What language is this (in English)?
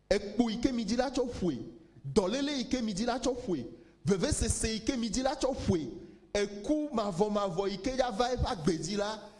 Ewe